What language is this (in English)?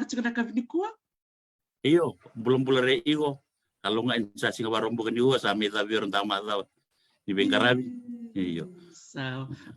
Fijian